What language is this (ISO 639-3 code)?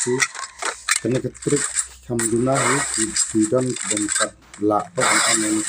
kha